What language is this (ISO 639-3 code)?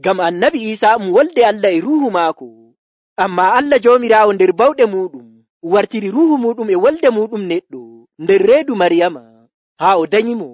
fuv